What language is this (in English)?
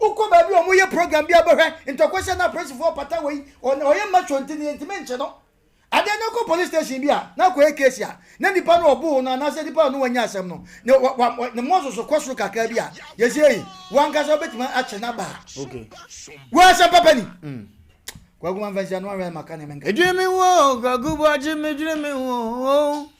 Akan